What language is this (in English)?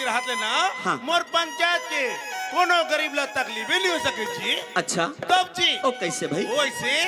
Chhattisgarhi